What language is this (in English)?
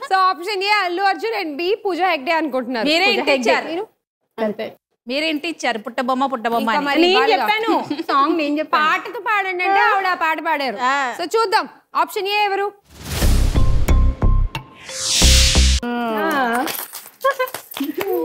Telugu